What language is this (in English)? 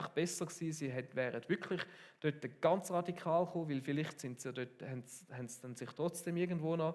Swiss German